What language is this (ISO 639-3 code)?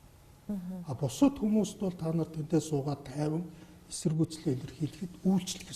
mon